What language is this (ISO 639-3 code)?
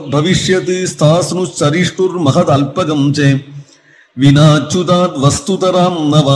san